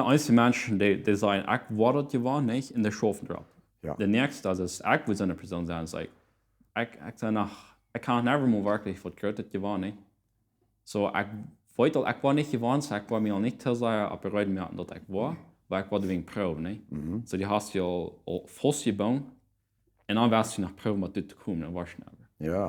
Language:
Plautdietsch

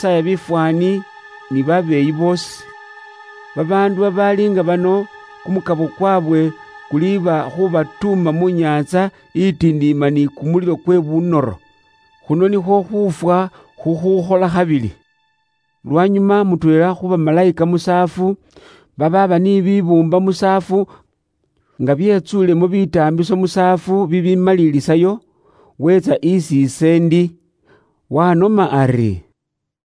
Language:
Luyia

